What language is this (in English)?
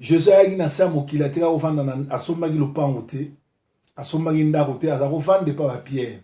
Lingala